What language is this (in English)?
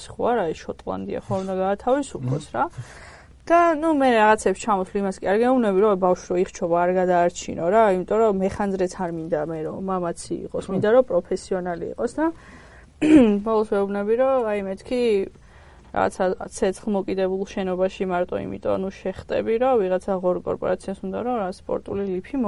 Georgian